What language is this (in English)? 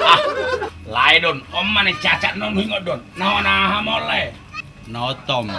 Batak Toba